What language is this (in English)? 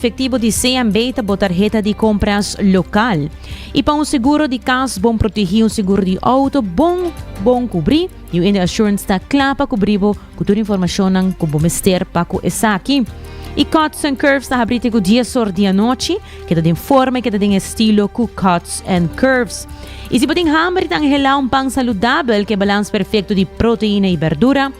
Papiamento